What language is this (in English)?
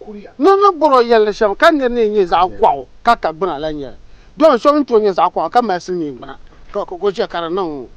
Dagbani